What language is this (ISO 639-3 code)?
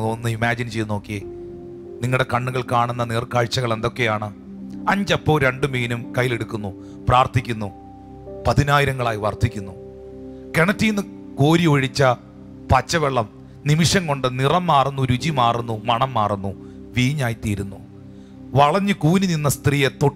mal